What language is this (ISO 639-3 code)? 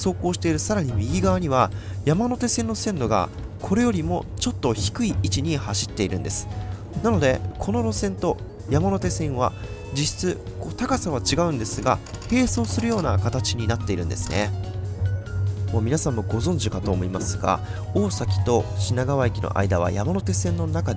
jpn